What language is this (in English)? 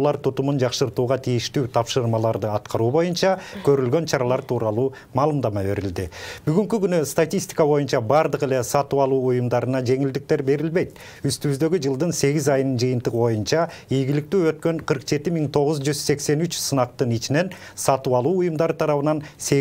Kyrgyz